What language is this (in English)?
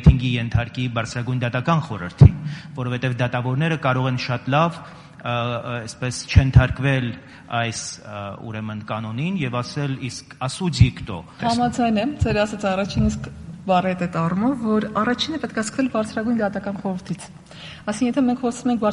Armenian